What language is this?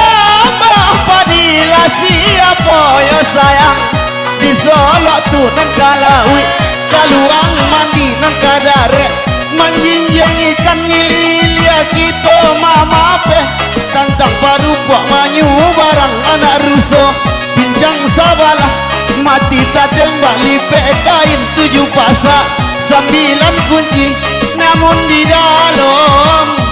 Minangkabau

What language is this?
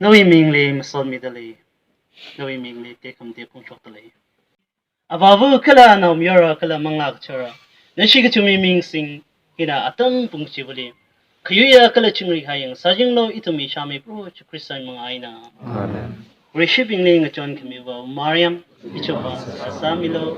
Tangkhul Naga (India)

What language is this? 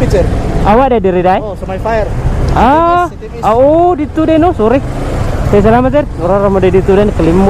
Cebuano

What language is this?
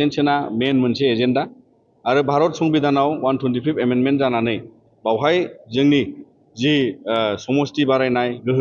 Bodo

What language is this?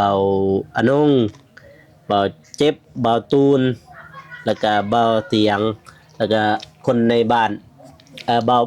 Lao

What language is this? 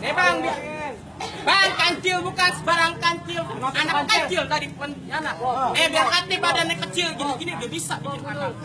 Betawi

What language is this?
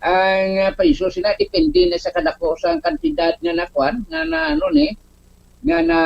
Hiligaynon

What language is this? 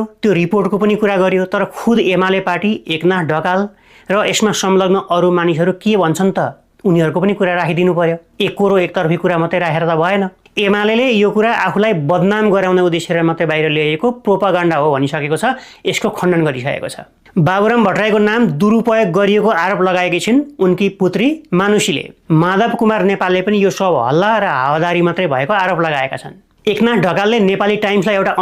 Nepali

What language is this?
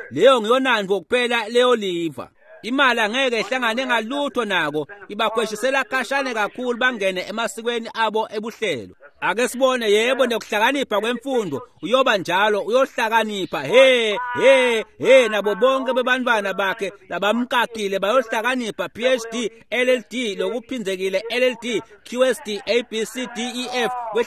Swati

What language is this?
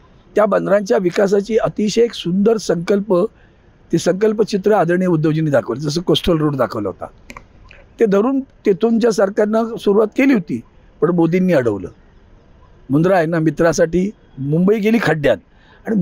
Marathi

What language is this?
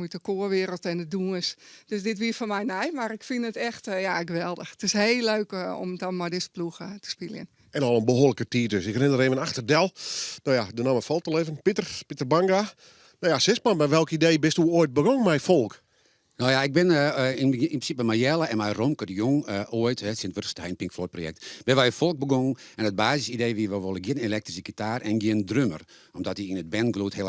Western Frisian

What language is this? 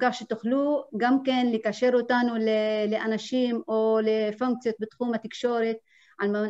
Hebrew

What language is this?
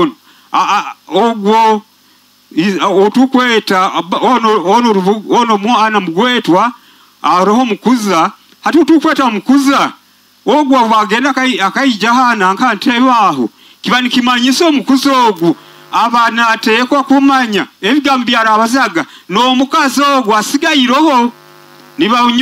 Nyoro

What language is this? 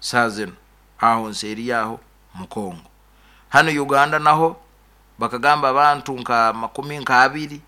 Nyoro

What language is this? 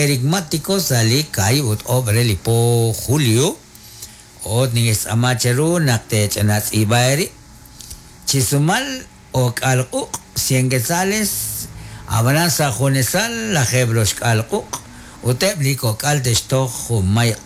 Kekchí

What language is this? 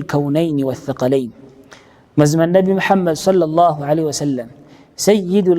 Ganda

